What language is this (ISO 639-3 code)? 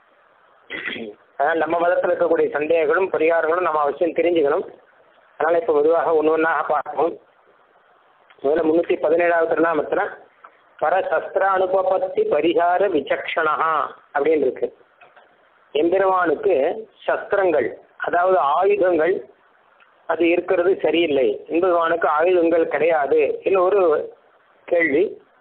tam